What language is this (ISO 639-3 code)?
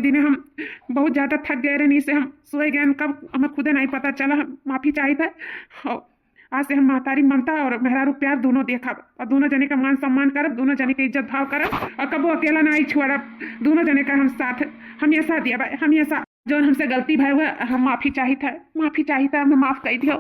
awa